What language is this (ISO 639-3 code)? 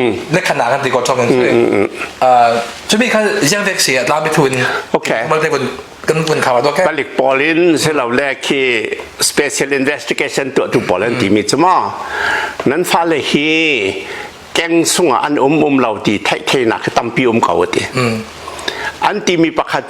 cnh